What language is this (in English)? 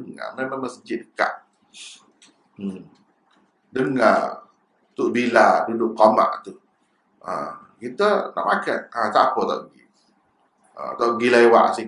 Malay